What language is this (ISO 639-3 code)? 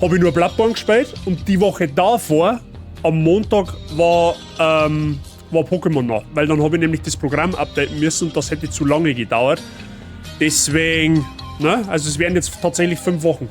bar